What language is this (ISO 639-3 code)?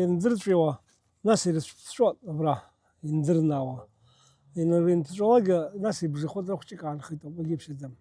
abk